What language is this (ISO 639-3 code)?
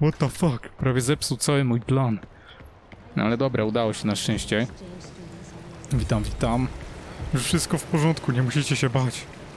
pol